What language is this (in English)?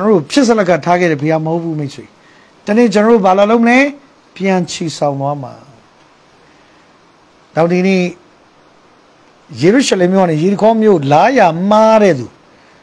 Burmese